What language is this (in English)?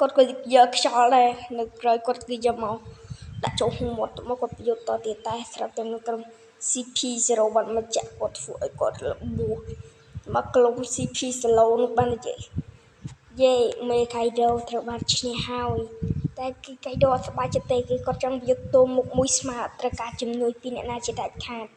Khmer